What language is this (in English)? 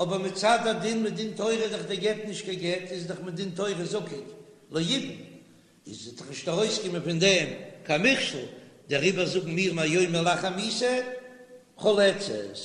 Yiddish